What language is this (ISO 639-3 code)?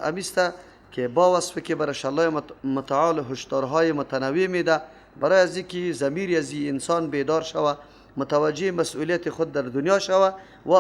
fas